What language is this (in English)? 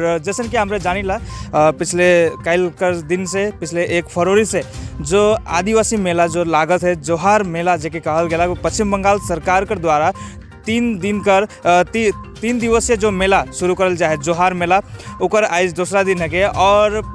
Sadri